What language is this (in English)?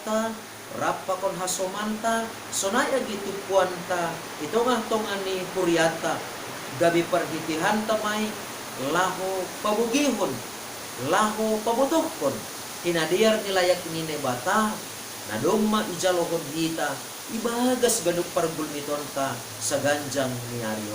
Batak Simalungun